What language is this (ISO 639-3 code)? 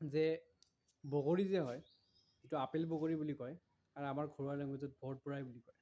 asm